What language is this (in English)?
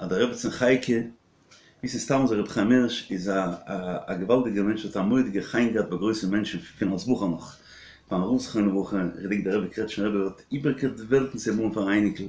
Yiddish